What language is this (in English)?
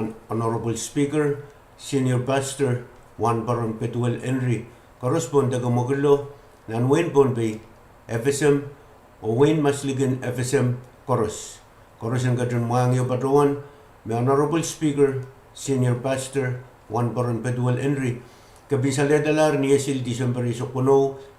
Pohnpeian